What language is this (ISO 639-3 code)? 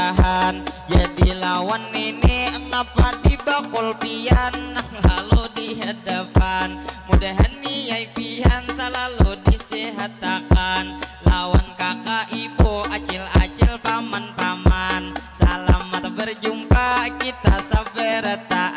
bjn